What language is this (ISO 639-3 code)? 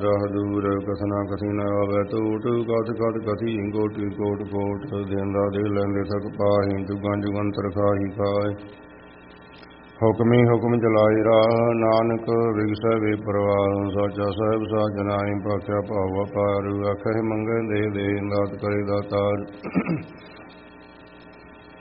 pan